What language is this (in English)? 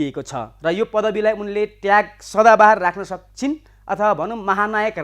Nepali